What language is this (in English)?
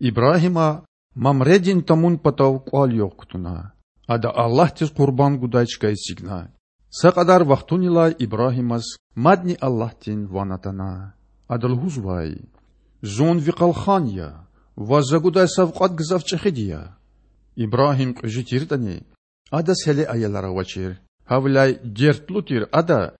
Lezghian